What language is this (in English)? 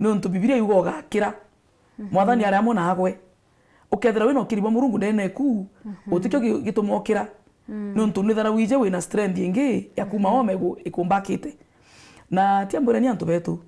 Meru